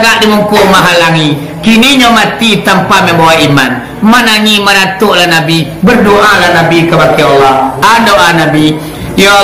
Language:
Minangkabau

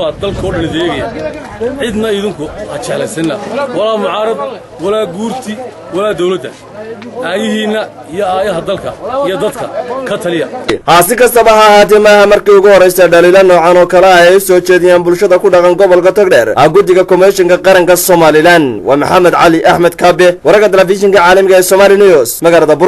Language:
Somali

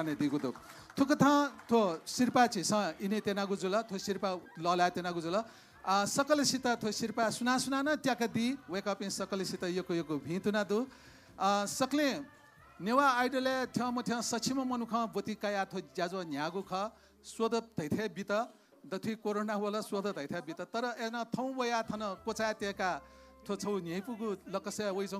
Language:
Newari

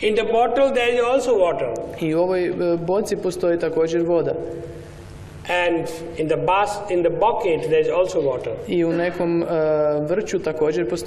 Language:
Croatian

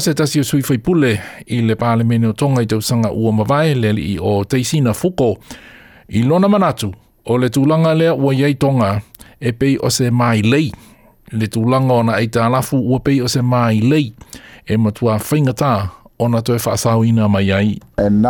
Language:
Samoan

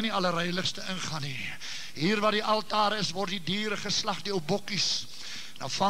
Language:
Afrikaans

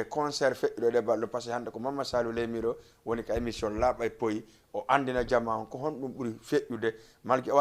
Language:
Fula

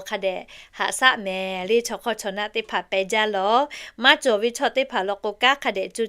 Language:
Lahu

